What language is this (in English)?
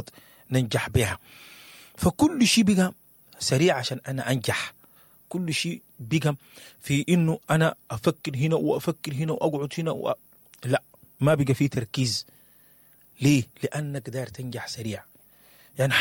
Sudanese Arabic